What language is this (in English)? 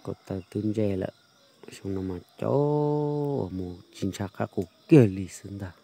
Hmong